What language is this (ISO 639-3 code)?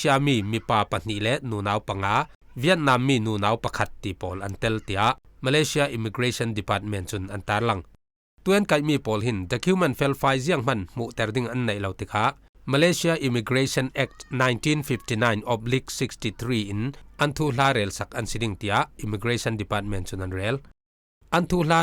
cfm